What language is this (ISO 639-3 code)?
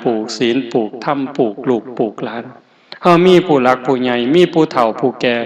tts